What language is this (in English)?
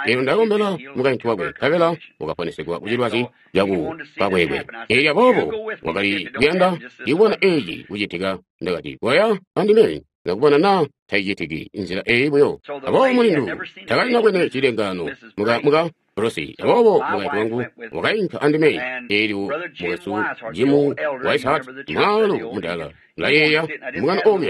Tonga (Zambia)